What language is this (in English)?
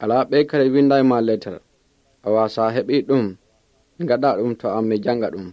Pular